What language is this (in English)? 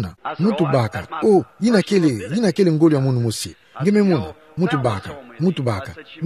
Kituba (Democratic Republic of Congo)